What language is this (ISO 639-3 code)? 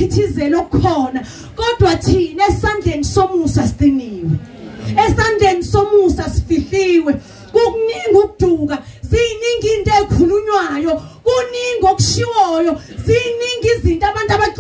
zul